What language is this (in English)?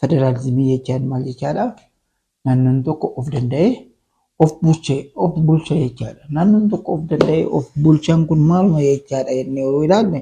Oromo